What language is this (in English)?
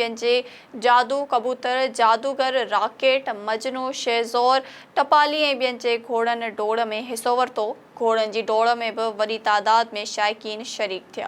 Sindhi